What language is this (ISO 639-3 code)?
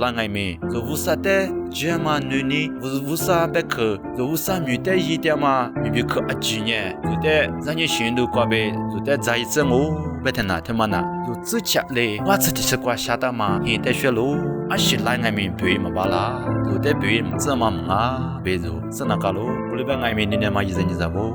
lis